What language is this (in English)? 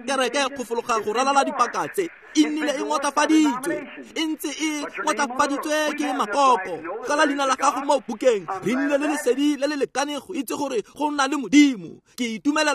Tswana